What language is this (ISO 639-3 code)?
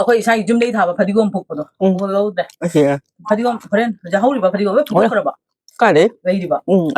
mni